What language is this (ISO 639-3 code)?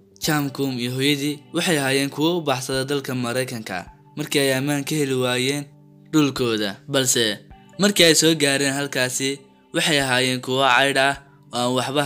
som